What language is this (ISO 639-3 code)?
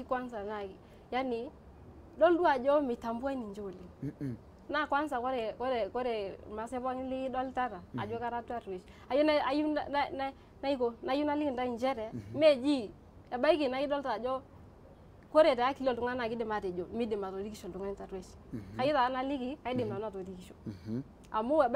mas